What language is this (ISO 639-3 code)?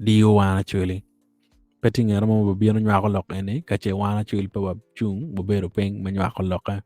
ach